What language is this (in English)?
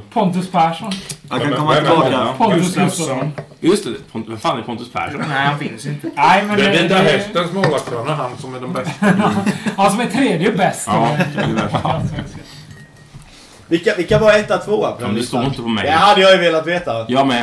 Swedish